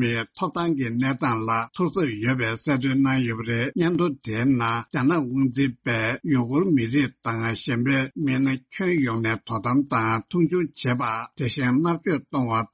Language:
Tibetan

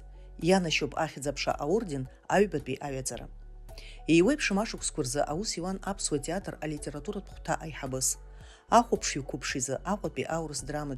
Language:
Abkhazian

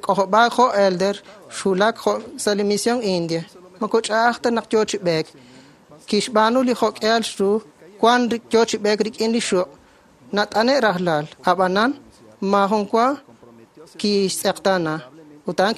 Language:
Kekchí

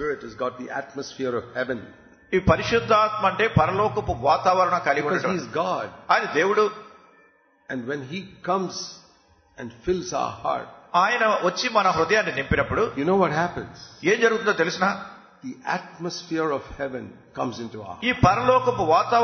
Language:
Telugu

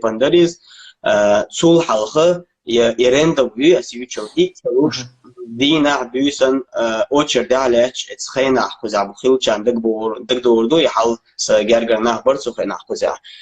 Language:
Chechen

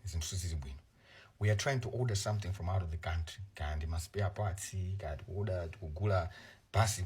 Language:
Nyanja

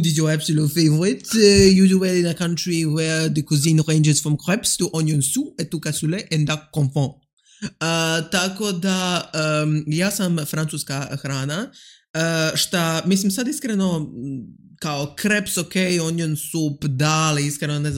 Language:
Serbian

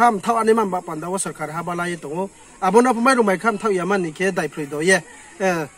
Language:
Riang (India)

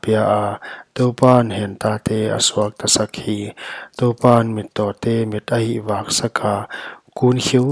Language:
Paite Chin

